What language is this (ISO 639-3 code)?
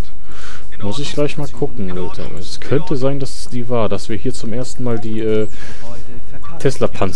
deu